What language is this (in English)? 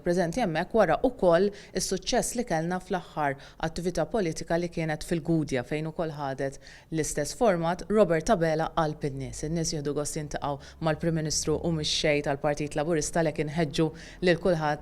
Maltese